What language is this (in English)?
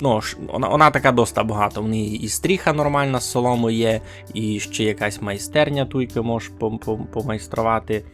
Rusyn